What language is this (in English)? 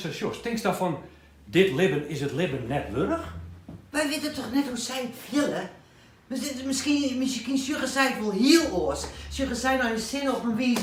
Western Frisian